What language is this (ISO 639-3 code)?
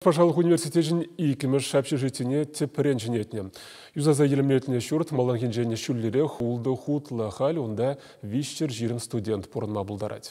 chv